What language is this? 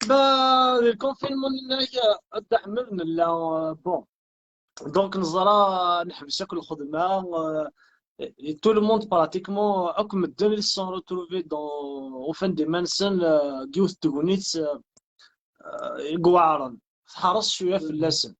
Kabyle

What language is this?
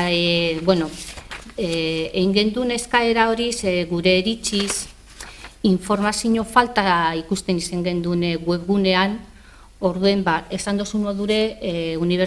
Basque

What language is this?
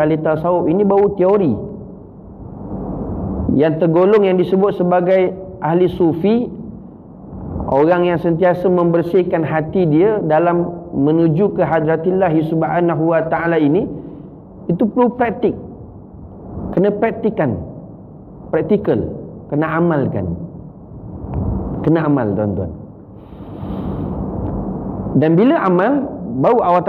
Malay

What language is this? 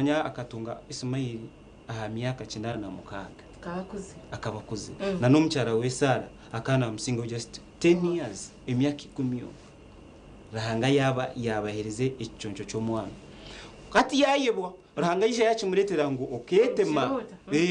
Nyankole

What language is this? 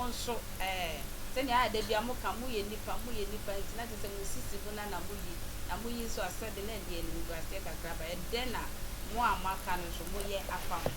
Akan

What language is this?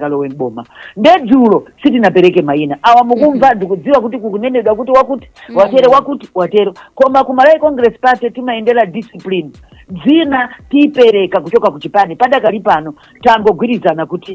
Nyanja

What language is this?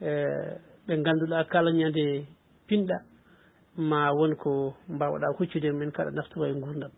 Fula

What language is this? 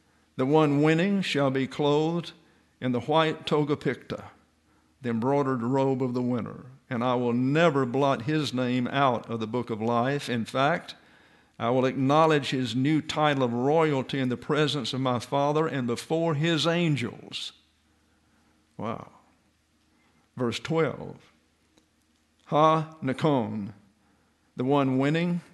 English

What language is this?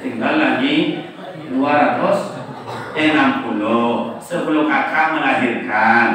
Minangkabau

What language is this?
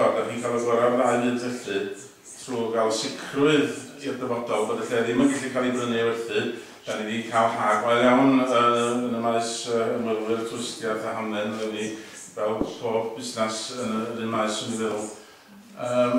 Welsh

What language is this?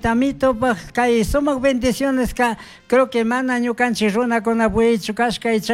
Chimborazo Highland Quichua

